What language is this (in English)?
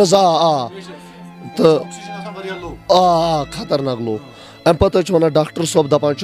Kashmiri